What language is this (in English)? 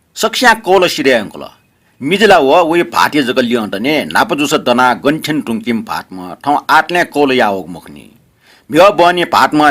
Newari